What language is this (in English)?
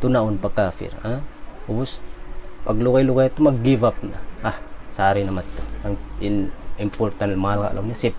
Tausug